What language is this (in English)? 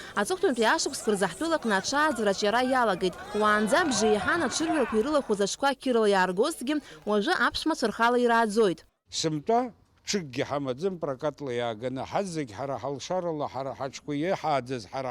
Abkhazian